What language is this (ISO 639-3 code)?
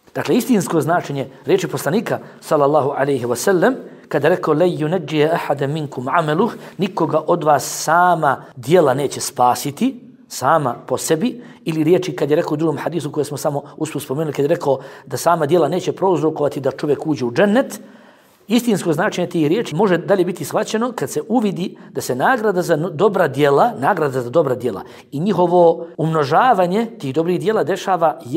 bos